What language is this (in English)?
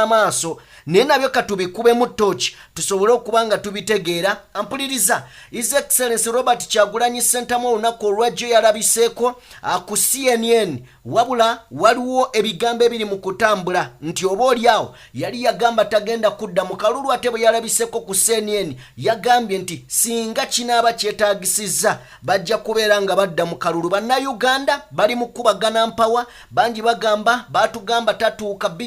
Ganda